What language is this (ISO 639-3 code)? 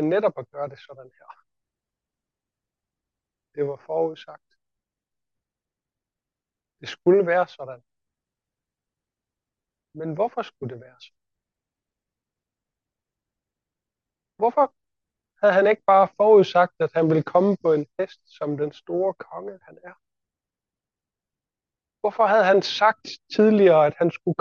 dan